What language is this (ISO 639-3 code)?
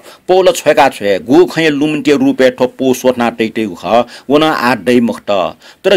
new